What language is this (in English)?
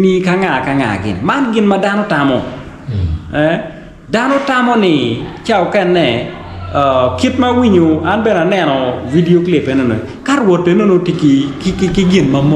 Acoli